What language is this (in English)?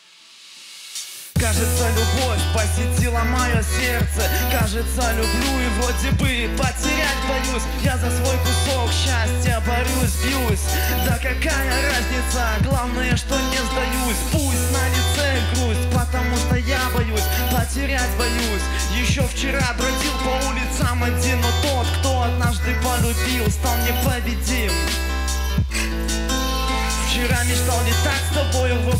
Russian